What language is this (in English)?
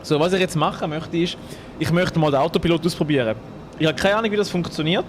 Swiss German